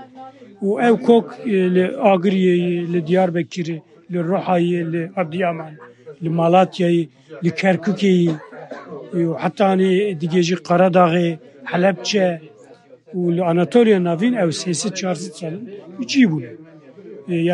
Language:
Kurdish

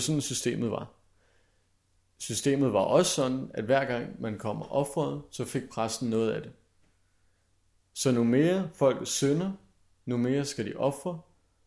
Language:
Danish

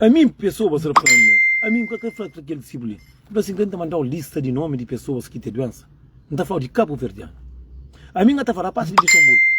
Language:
Kabuverdianu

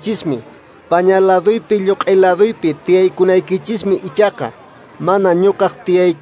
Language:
Quechua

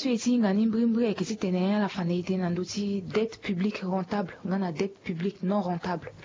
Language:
Sango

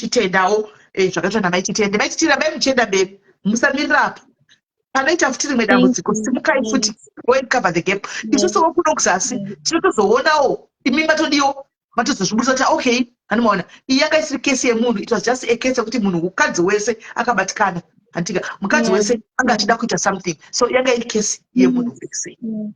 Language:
Shona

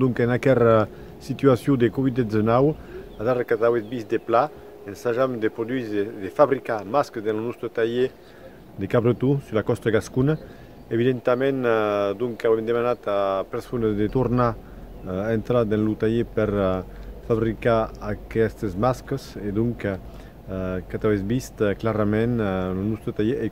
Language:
Occitan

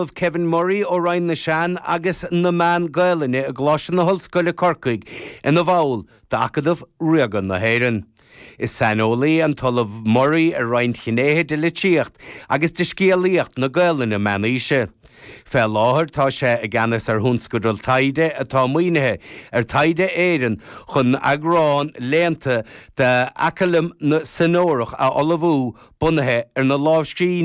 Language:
Irish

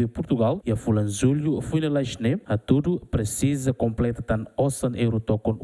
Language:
Tetum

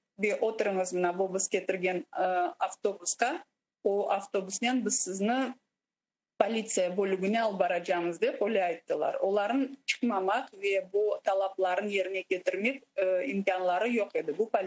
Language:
Crimean Tatar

